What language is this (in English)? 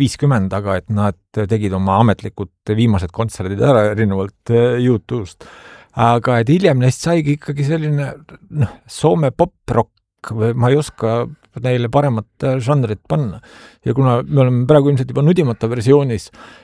Estonian